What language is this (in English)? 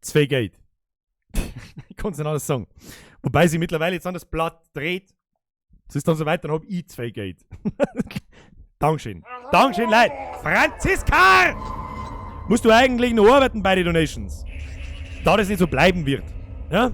Bavarian